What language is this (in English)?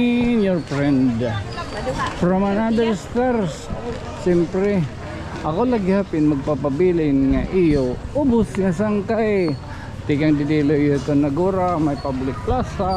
Waray